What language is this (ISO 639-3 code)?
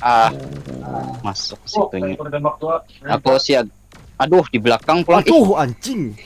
bjn